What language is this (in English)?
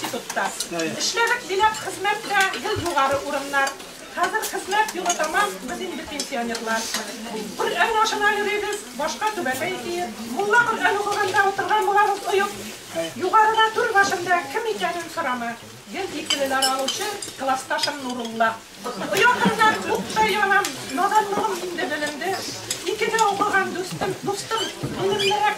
Bashkir